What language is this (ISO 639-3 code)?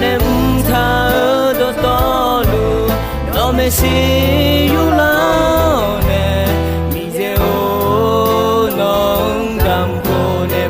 ahk